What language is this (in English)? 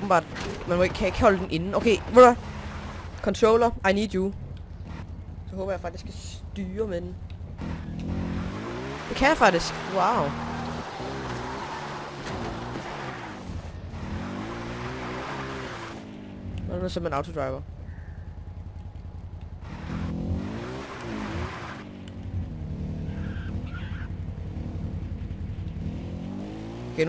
Danish